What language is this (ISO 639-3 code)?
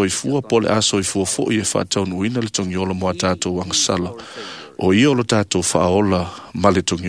smo